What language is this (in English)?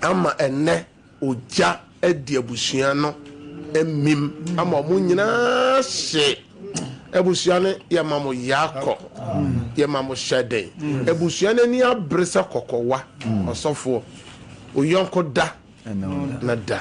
Akan